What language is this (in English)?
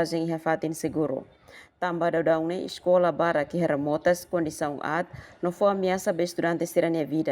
Tetum